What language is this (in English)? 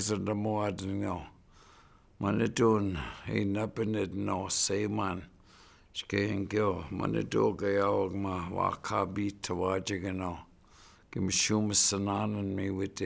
Chippewa